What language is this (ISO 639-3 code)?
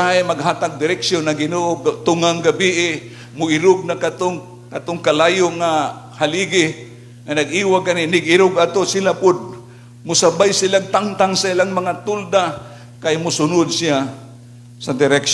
ceb